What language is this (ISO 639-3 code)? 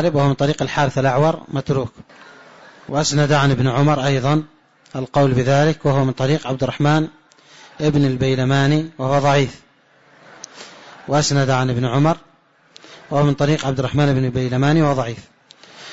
ara